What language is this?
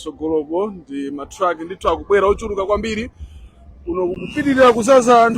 Nyanja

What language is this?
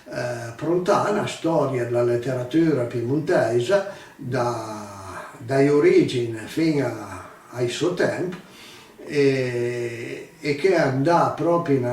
Piedmontese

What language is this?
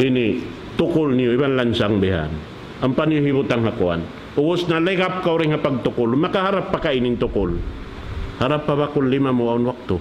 Tausug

